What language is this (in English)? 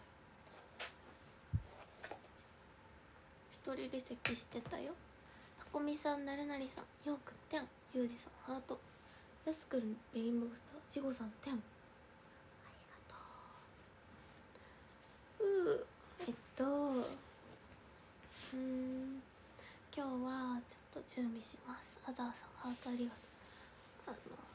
Japanese